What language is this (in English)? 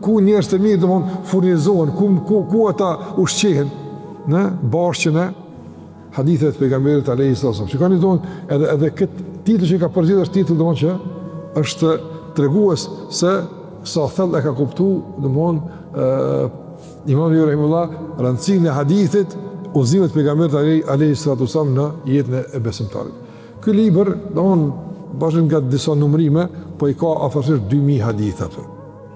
Albanian